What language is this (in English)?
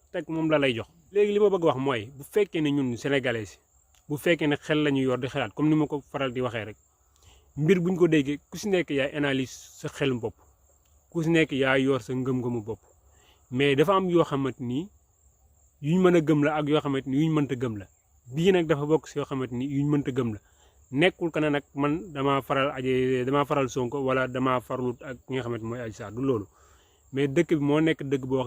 Wolof